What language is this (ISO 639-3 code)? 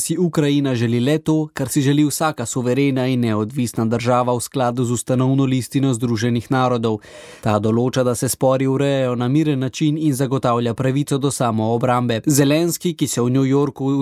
slv